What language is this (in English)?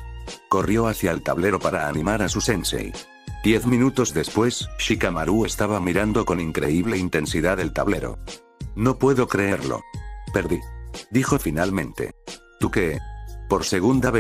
Spanish